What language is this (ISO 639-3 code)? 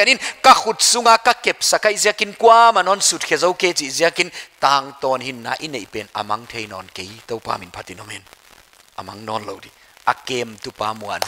pck